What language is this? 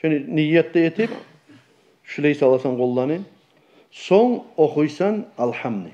Kumyk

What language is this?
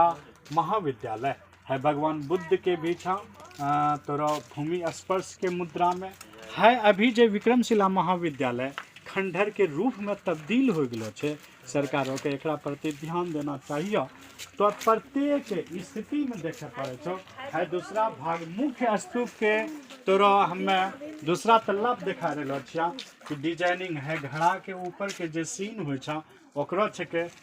Angika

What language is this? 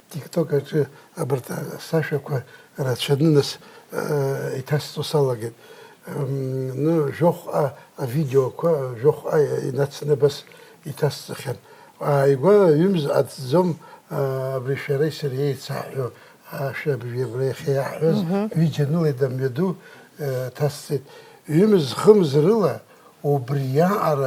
Abkhazian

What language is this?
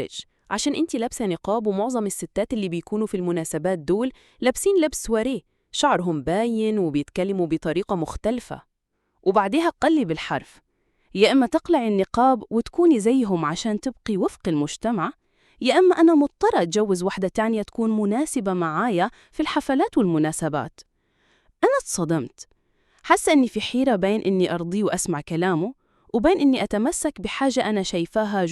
Egyptian Arabic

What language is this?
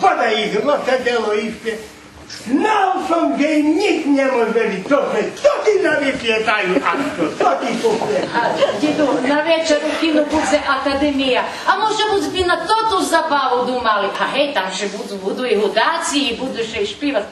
Rusyn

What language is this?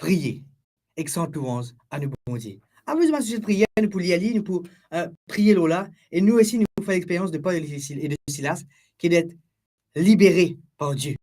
Morisyen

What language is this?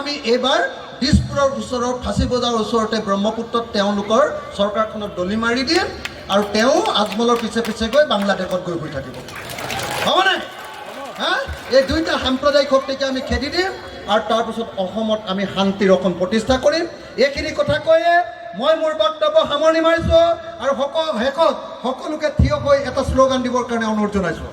Assamese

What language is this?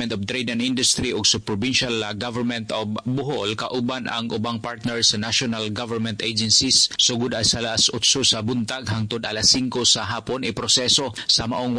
Cebuano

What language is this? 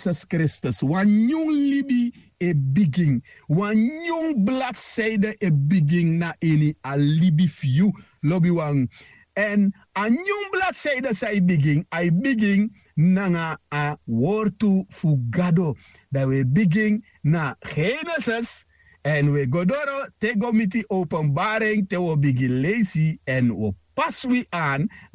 Sranan Tongo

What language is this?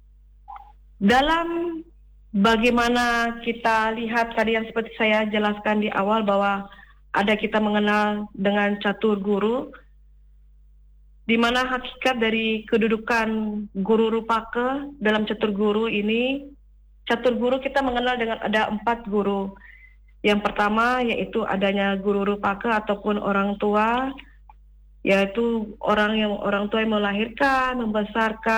Indonesian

